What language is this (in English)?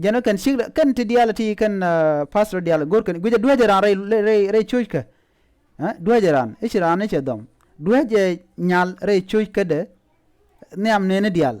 Nuer